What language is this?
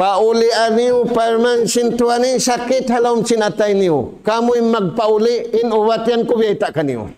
Tausug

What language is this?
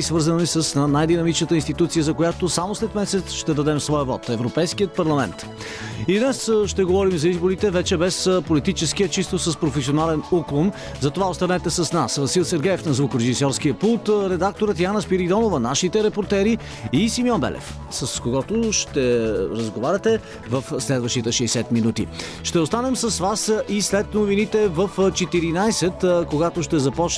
Bulgarian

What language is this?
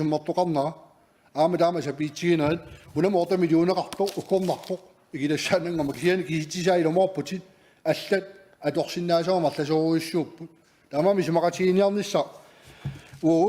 Kalaallisut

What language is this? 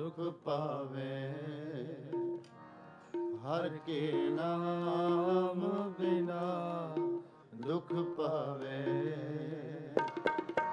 Punjabi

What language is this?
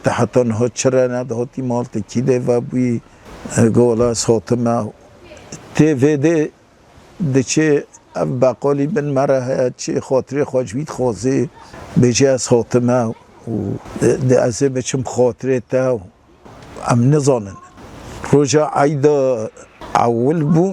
Kurdish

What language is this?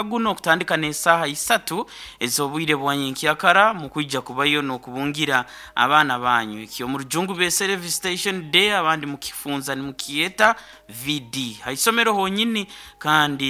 Nyoro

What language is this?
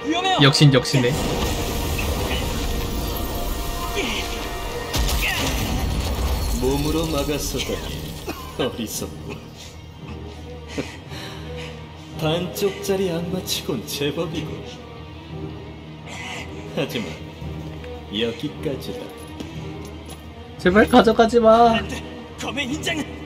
Korean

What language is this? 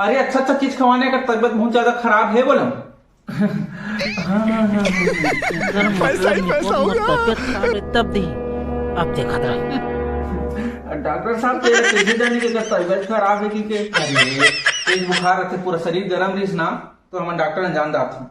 Chhattisgarhi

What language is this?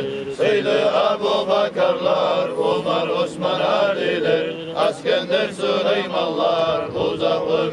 Kumyk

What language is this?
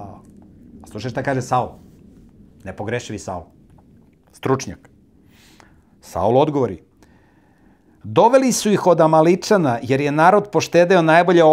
Serbian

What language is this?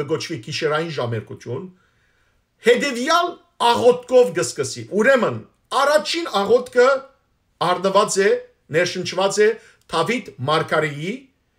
Western Armenian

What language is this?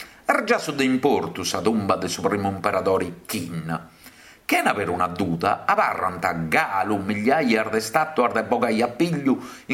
Sardinian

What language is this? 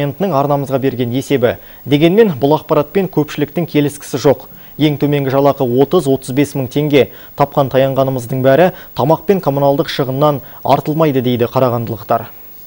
Kazakh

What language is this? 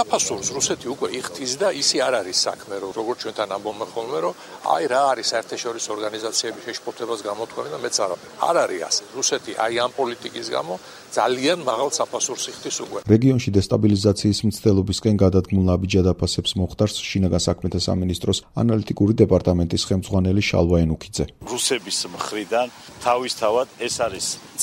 Georgian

